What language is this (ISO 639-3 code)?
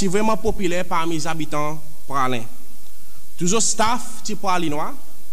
crs